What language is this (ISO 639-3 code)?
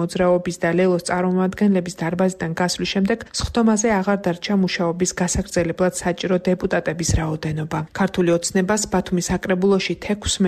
kat